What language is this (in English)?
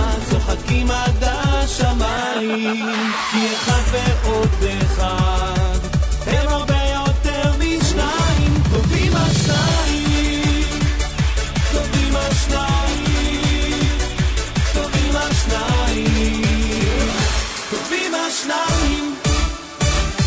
Hebrew